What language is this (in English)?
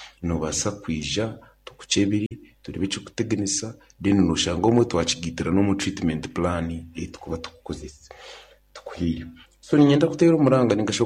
Nyankole